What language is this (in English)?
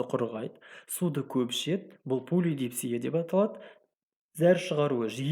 Kazakh